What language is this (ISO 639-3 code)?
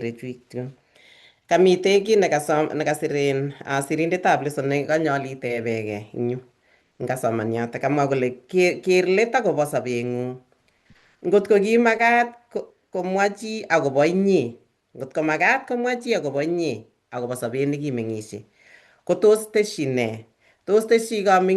kln